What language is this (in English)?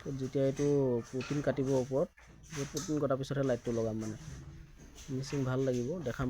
Assamese